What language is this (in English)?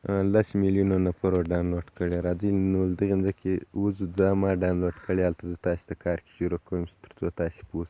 Pashto